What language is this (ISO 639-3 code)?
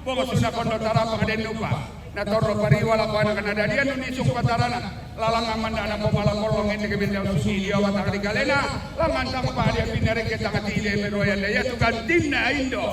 sda